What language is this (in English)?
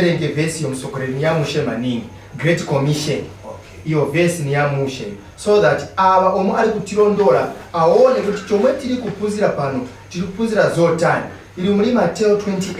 Nyanja